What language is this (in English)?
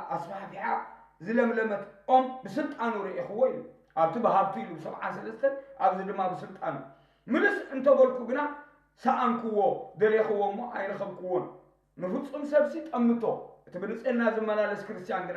Tigrinya